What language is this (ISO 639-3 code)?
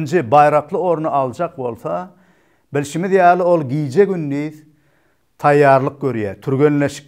tuk